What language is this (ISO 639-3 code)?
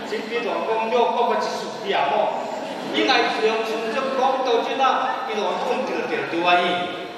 pck